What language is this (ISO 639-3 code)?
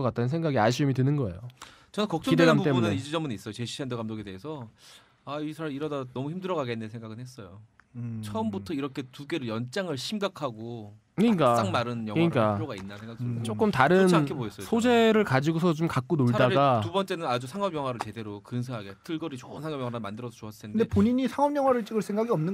kor